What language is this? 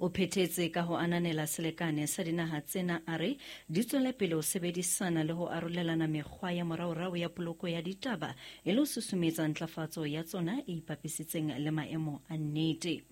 Southern Sotho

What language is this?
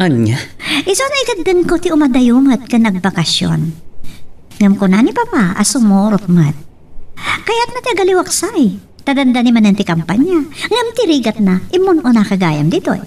Iloko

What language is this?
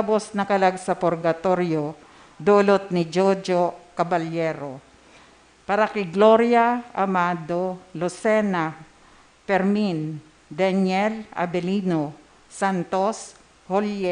Bikol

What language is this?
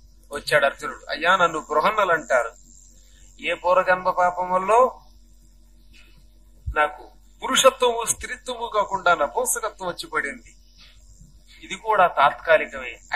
Telugu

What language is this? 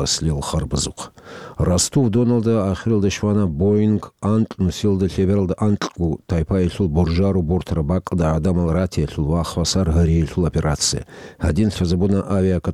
Avaric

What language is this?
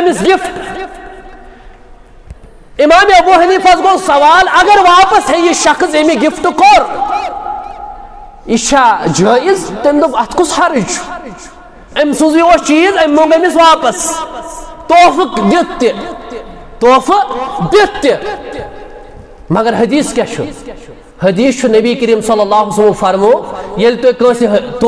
Kashmiri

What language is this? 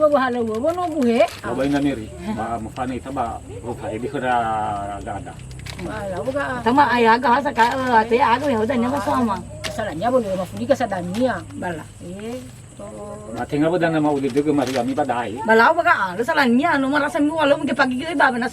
Nias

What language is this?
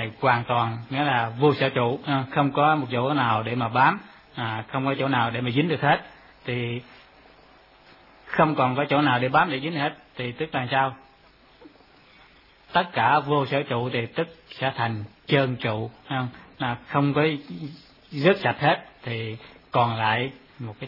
Vietnamese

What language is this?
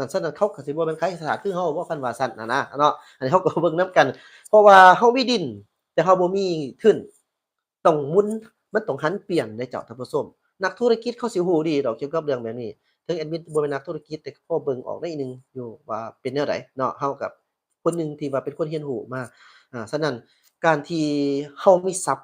Lao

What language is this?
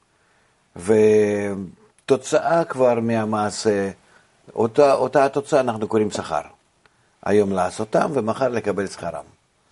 Hebrew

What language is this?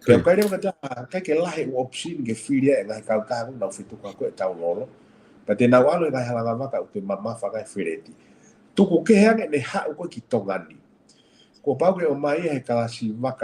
Tongan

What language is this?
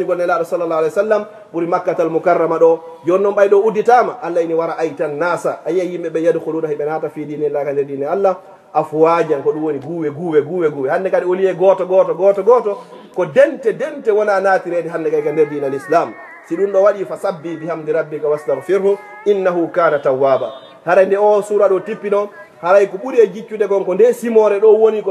Fula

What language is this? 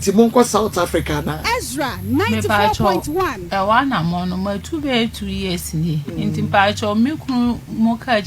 Akan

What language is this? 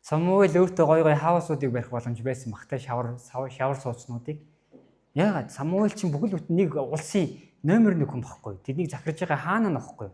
Mongolian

